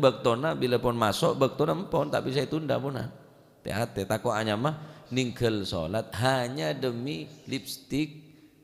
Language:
Madurese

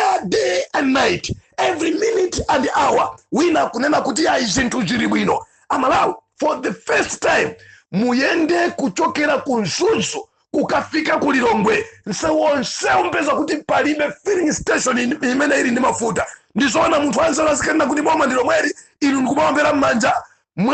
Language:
Nyanja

